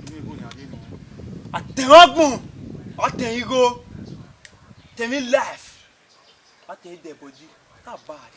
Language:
Bini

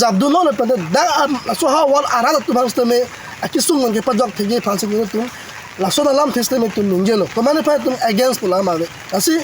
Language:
Karbi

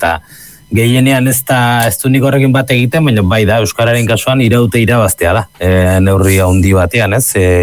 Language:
Basque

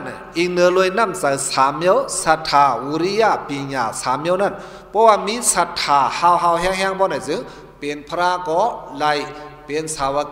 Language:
Shan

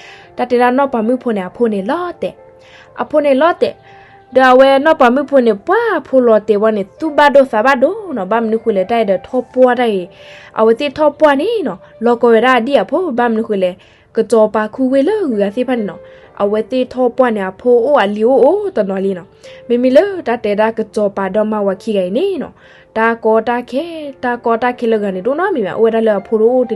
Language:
S'gaw Karen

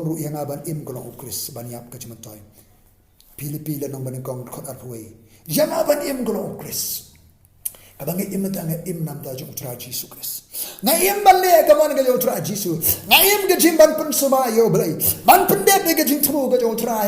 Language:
Khasi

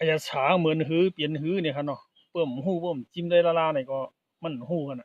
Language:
Shan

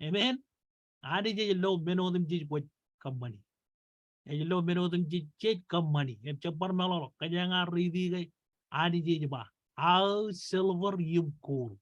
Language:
Marshallese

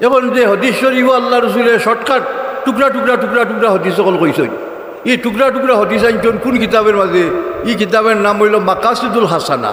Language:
Sylheti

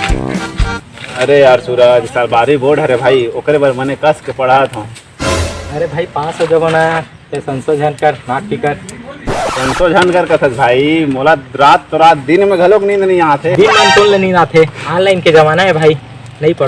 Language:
Chhattisgarhi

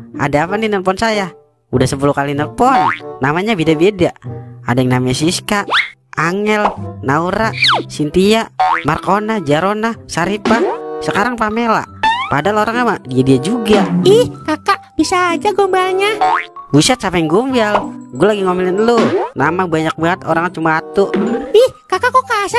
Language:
Betawi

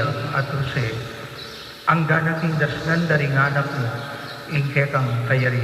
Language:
Pampanga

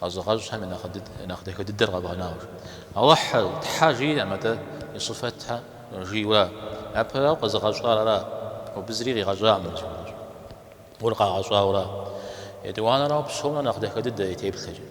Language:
Kabardian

